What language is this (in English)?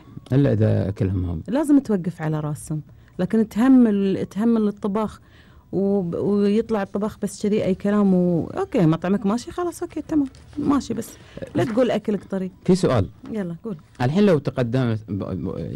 Gulf Arabic